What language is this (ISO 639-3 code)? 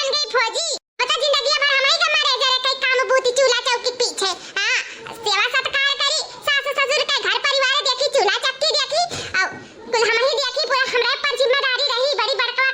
awa